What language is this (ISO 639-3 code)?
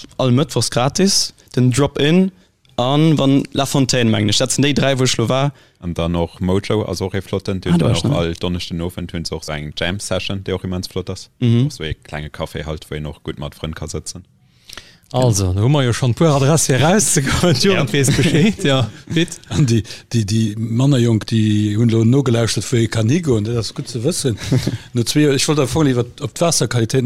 ltz